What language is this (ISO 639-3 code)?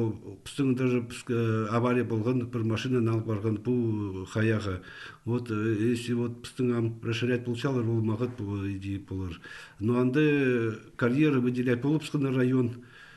kjh